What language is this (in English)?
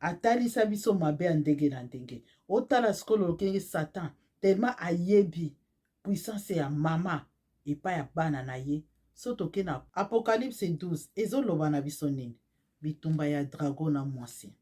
Lingala